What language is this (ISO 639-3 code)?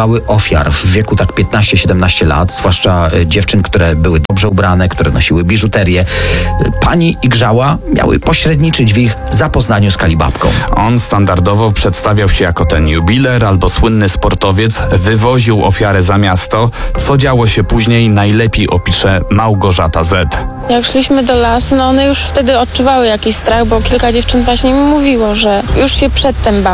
pol